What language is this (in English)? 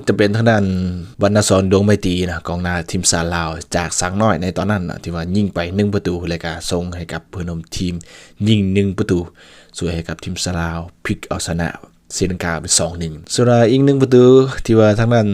Lao